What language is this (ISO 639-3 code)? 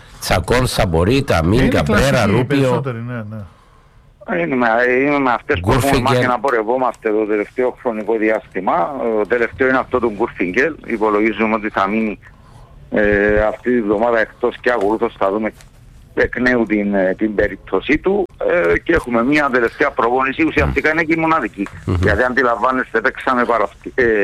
ell